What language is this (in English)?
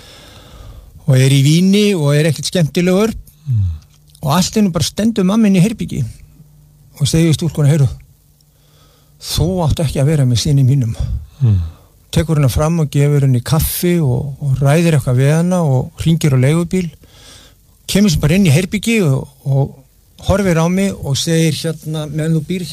Icelandic